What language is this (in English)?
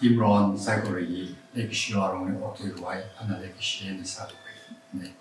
Tangkhul Naga (India)